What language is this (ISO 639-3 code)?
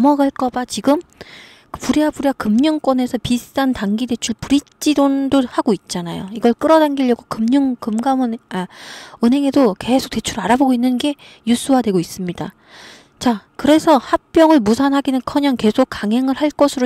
kor